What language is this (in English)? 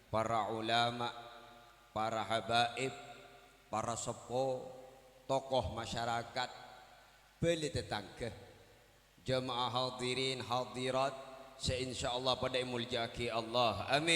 Madurese